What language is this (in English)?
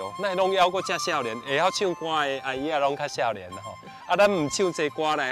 Min Nan Chinese